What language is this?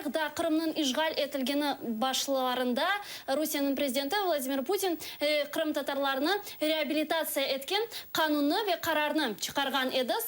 Crimean Tatar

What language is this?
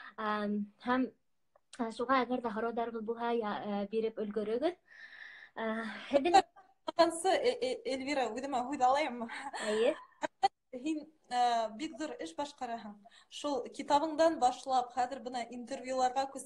Bashkir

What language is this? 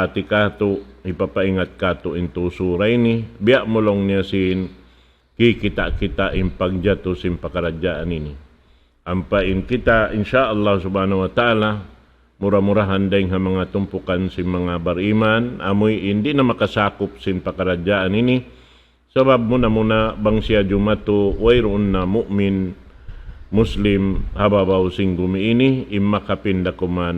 Tausug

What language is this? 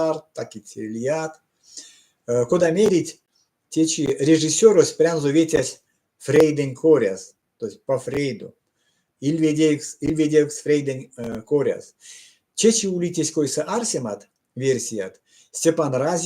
Erzya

